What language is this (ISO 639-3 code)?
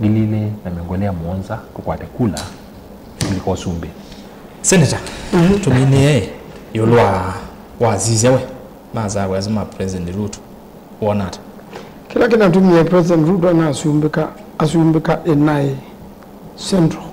kam